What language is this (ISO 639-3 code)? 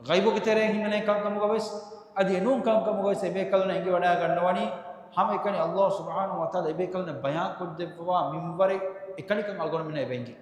div